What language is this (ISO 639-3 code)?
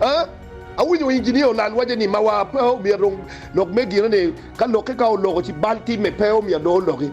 ach